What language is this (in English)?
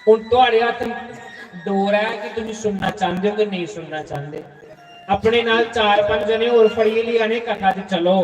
Dogri